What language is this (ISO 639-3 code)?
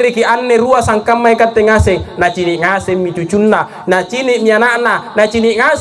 mak